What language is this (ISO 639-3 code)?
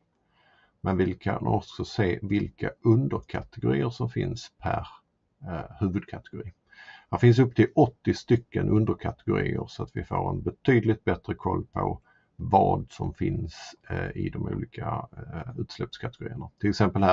swe